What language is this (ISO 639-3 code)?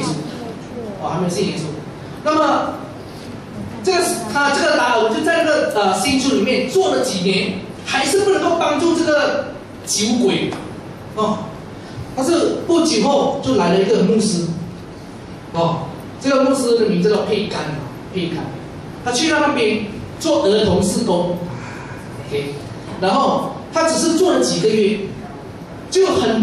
zho